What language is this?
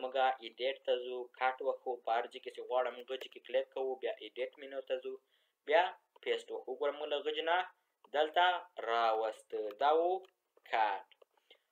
Pashto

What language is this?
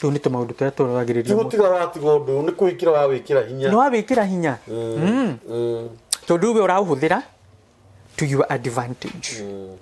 Kikuyu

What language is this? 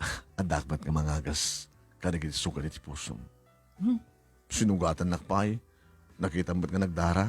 Iloko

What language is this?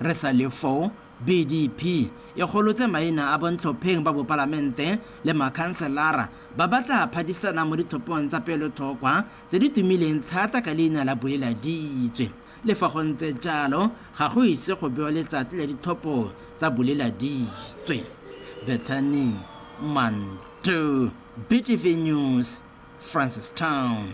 Tswana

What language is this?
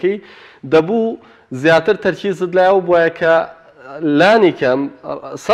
Central Kurdish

